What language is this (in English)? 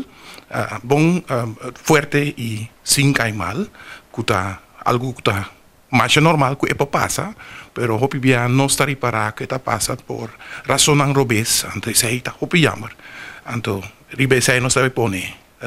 Papiamento